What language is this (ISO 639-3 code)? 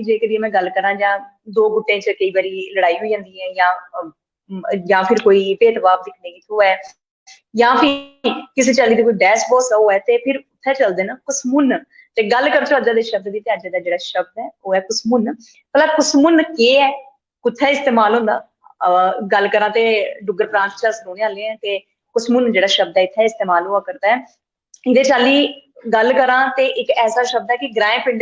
doi